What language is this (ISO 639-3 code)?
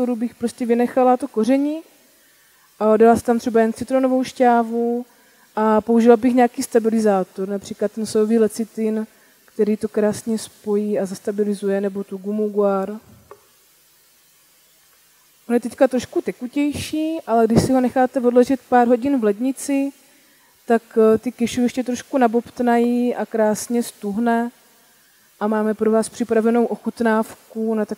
ces